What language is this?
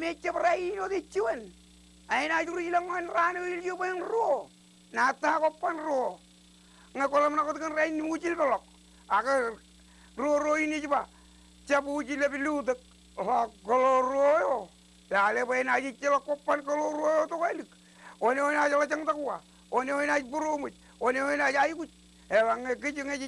Marshallese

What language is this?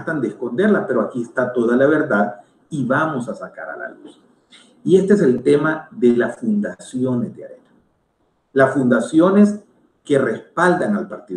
Spanish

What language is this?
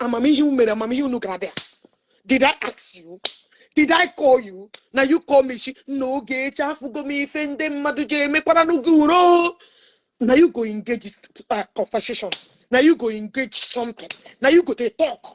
Igbo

